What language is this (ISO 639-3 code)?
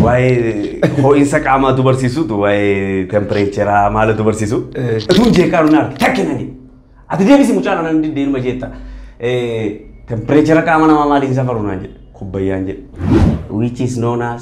orm